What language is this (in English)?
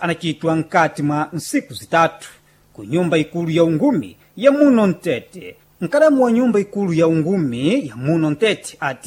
Sena